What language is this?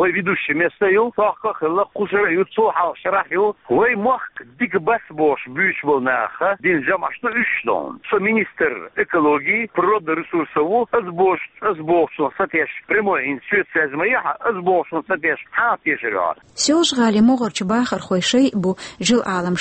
Chechen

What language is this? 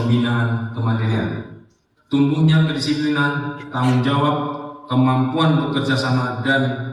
Indonesian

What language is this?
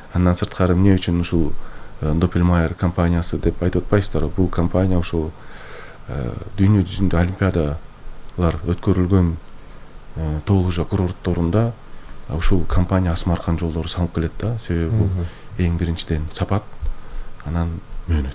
Kyrgyz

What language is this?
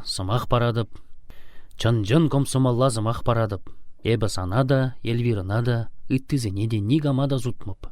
Chuvash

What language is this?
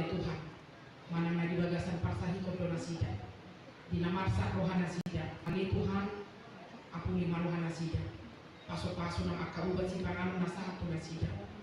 Batak Toba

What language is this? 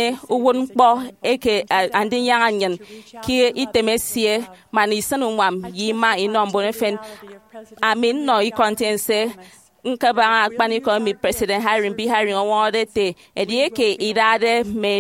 Efik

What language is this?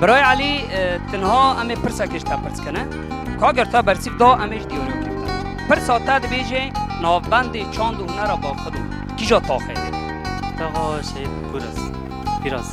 Kurdish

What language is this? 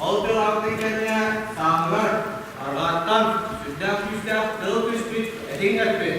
Yakut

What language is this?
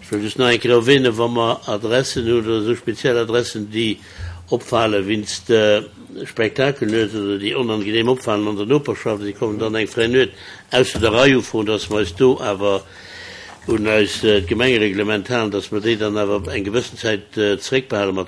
Luxembourgish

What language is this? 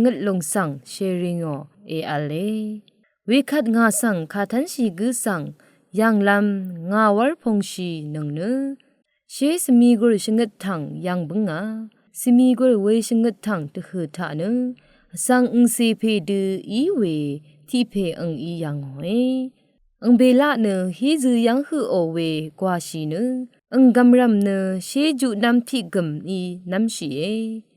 Rawang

